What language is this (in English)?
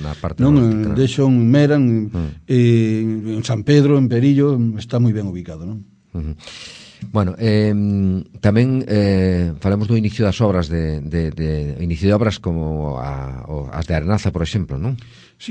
Galician